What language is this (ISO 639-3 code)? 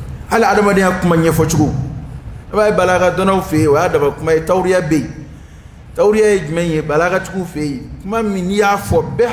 dyu